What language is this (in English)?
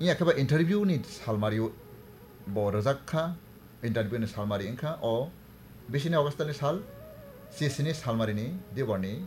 Kok Borok